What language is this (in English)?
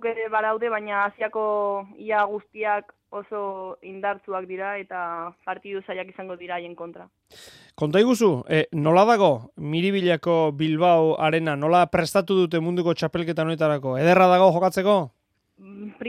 Basque